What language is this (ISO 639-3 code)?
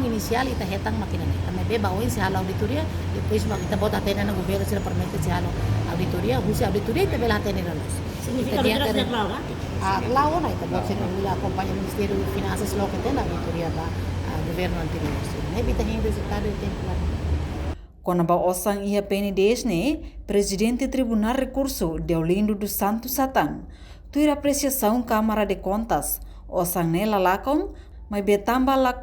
tet